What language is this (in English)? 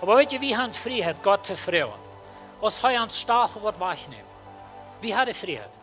Plautdietsch